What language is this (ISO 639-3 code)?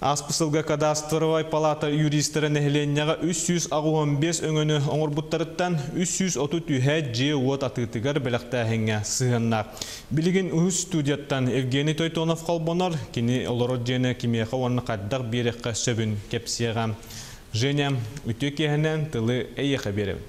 sah